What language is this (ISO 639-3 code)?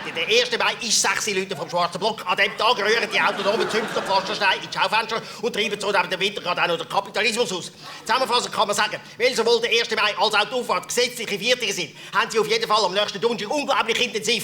gsw